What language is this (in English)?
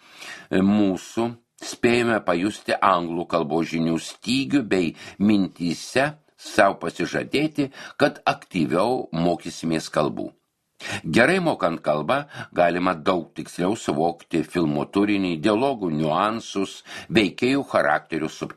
Lithuanian